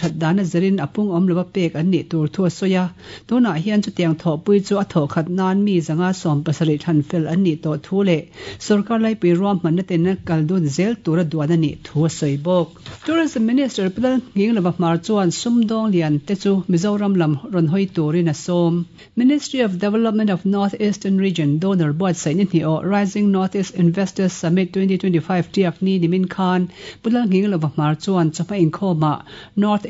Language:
Mizo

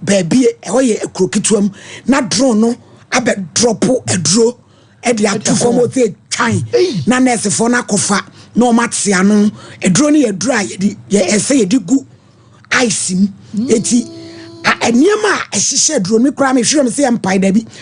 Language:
Akan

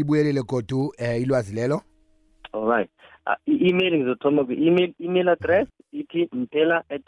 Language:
South Ndebele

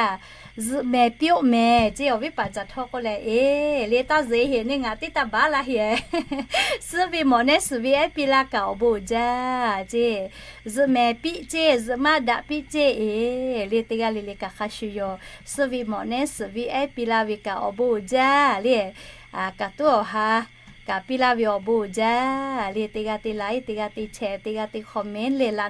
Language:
Lahu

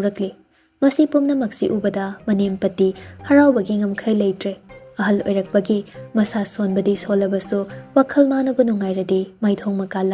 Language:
Manipuri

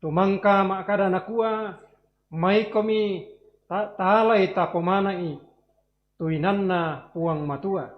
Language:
Toraja-Sa'dan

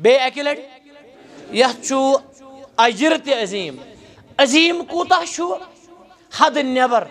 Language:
Kashmiri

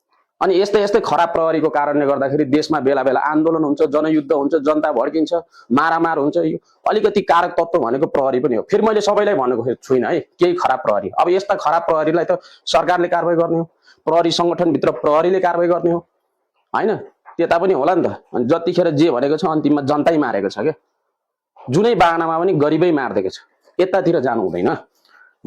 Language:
Nepali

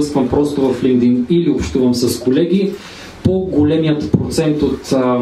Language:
Bulgarian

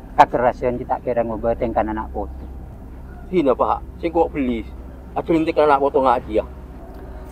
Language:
Madurese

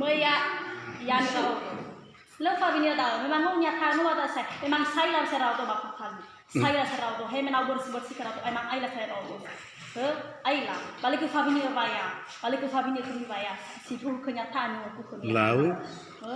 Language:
Nias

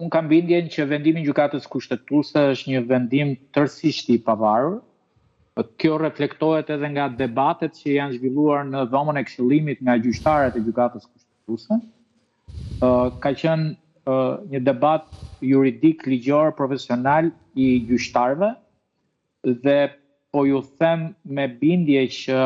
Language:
Albanian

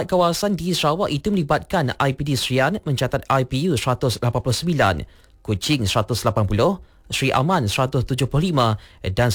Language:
Malay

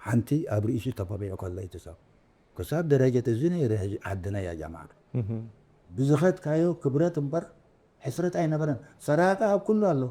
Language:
Tigrinya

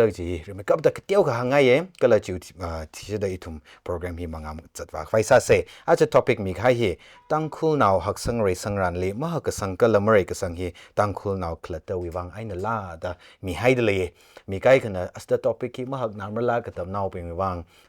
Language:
Tangkhul Naga (India)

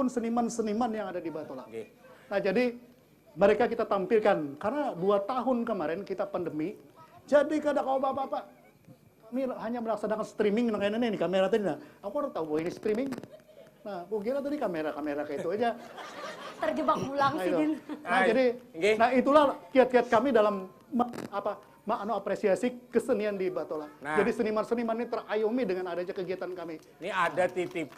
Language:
Banjar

